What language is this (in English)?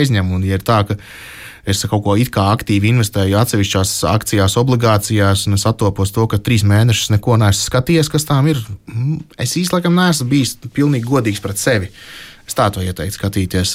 Latvian